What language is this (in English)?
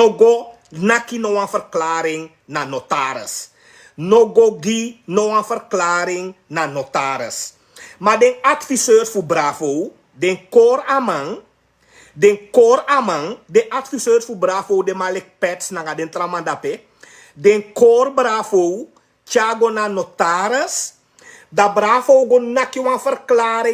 Sranan Tongo